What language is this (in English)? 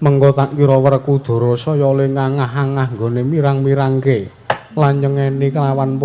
Javanese